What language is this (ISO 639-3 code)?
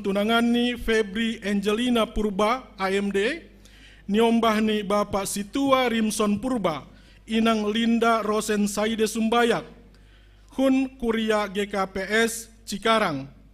bts